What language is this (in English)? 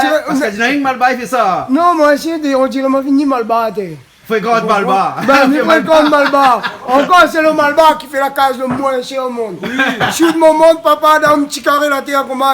Réunion Creole French